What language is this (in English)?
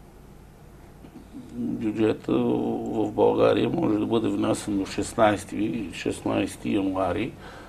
Bulgarian